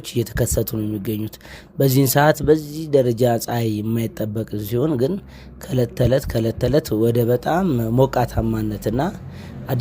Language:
Amharic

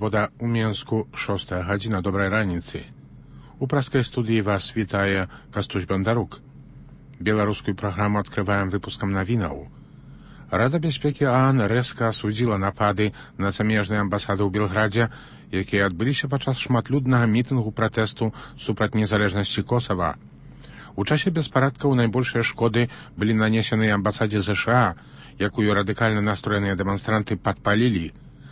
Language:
Belarusian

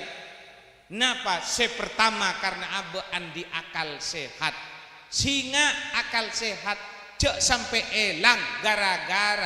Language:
Madurese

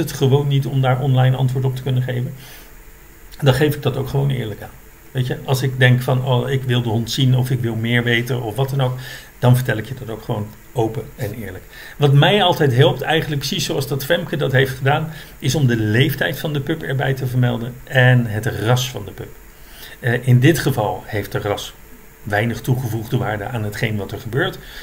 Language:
Dutch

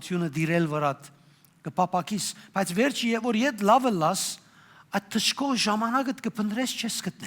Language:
Western Armenian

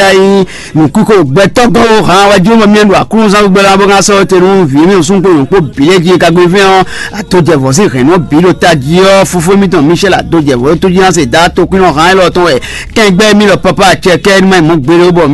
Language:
Fon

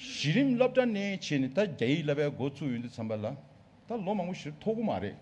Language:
Tibetan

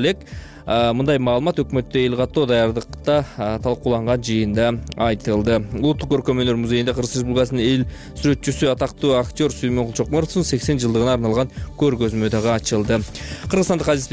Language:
Kyrgyz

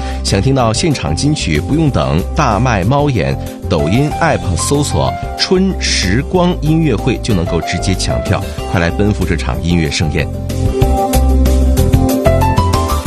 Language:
Chinese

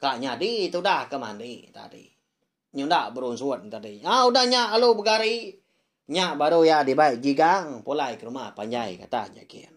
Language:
Iban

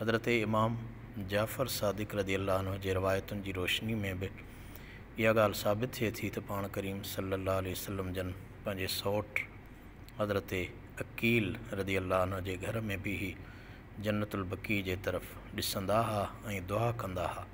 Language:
Sindhi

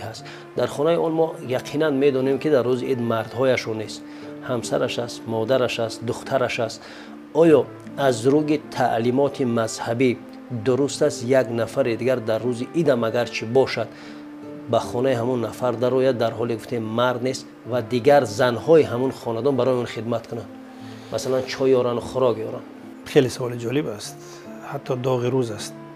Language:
Tajik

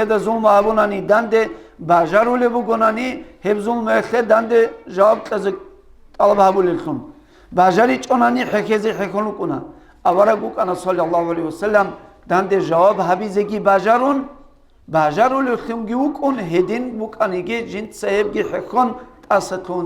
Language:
Avaric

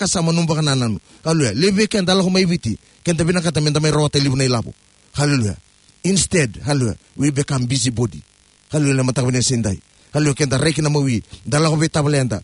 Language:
Fijian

